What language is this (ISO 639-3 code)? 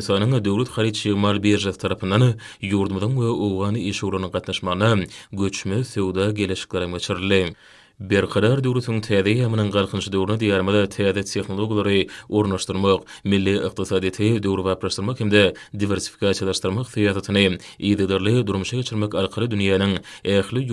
tuk